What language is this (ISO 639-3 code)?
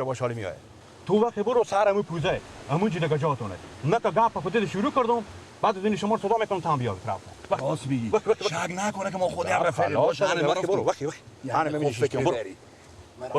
fas